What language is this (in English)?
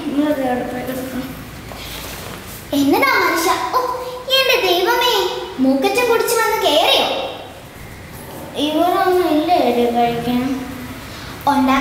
Malayalam